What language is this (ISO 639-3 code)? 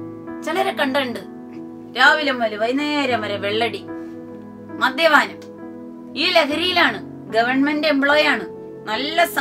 mal